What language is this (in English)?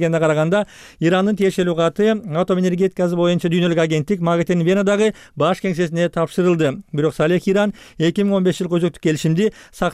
Kyrgyz